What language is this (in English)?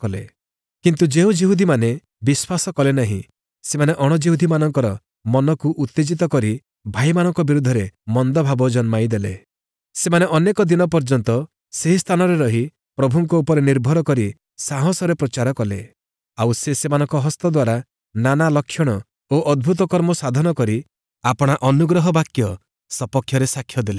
Odia